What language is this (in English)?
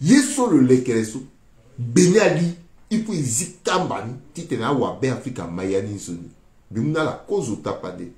Sango